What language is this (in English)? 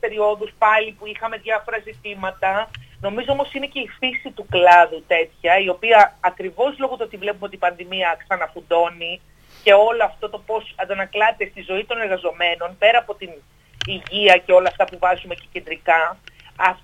Greek